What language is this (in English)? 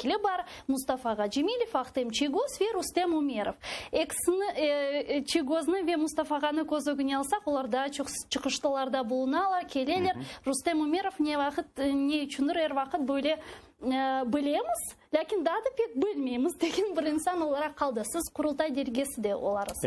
Crimean Tatar